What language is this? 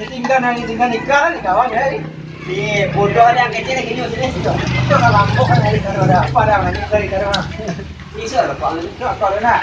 Minangkabau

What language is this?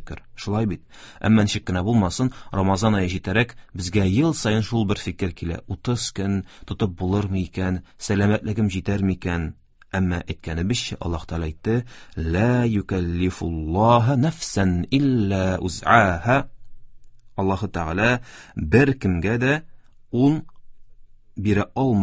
Tatar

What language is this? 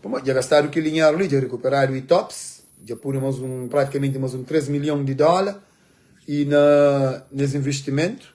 Kabuverdianu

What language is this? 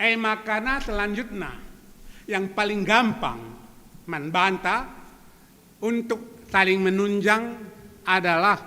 Batak Karo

